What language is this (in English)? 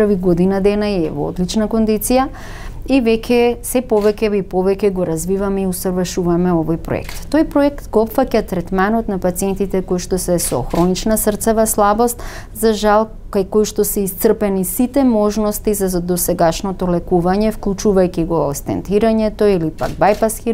Macedonian